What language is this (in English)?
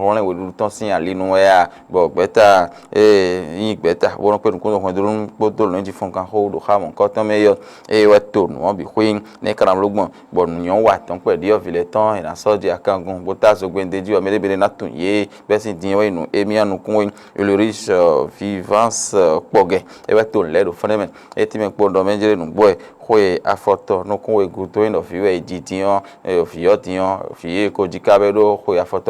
Fon